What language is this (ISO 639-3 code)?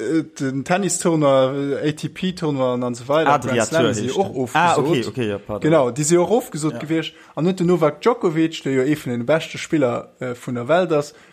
ltz